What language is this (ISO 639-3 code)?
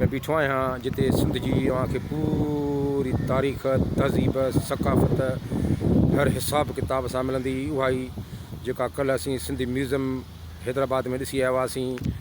snd